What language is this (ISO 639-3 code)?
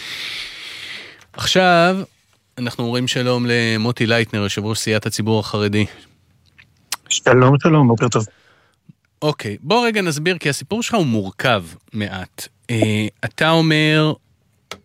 heb